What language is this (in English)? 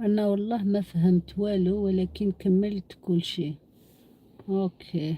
Algerian Arabic